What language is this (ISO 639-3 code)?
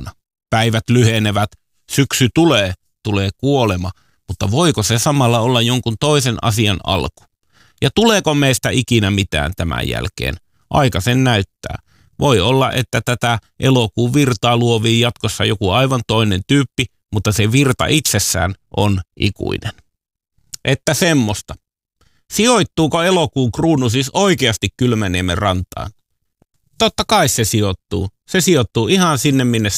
fin